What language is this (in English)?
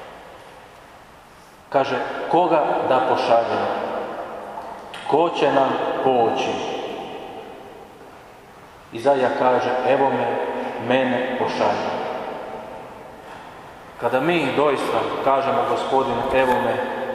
Croatian